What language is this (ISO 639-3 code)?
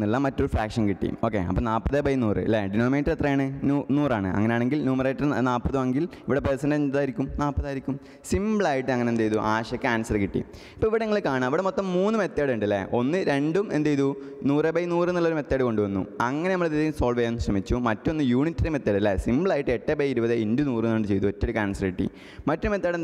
mal